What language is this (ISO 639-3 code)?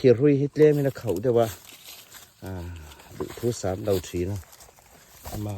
hmr